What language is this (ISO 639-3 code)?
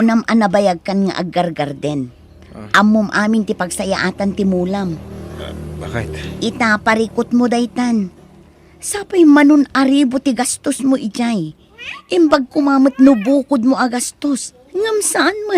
ilo